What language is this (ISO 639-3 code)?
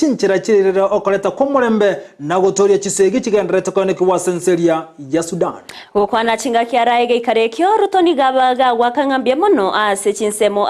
guz